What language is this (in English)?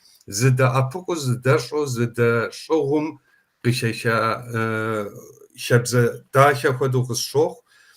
Kabardian